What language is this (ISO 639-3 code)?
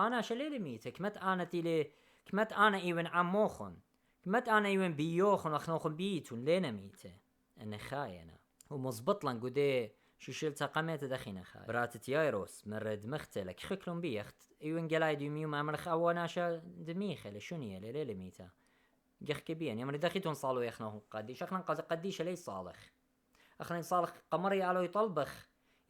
aii